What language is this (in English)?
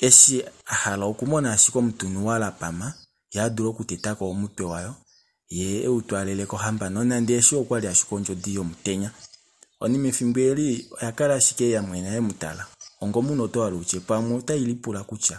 Kuanyama